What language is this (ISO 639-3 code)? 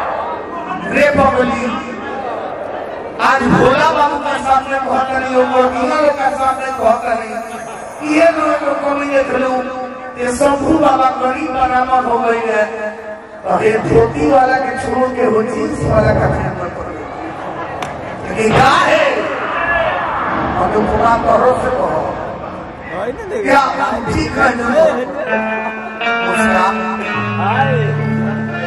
bho